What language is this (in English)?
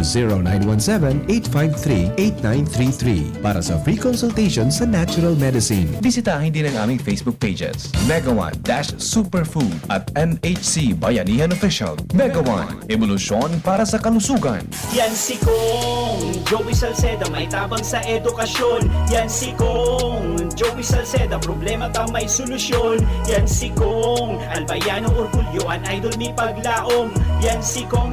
Bikol